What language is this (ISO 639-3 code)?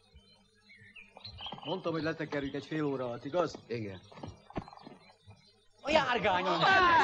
hun